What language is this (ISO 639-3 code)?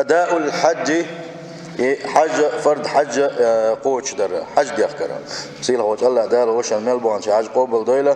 che